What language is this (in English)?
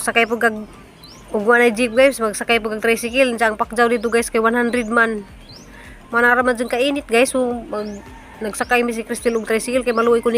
Cebuano